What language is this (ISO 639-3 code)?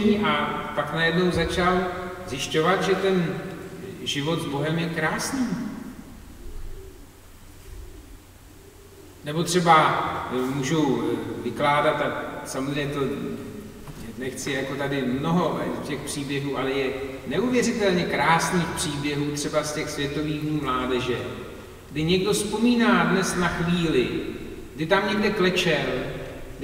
ces